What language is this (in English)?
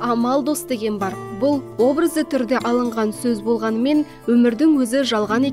Kazakh